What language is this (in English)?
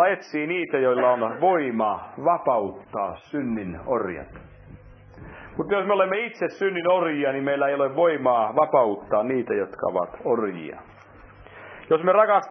Finnish